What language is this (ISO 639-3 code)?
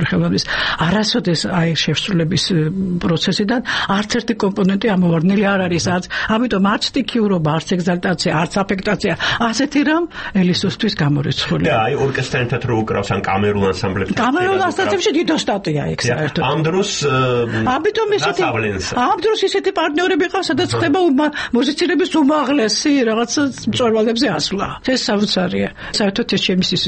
kat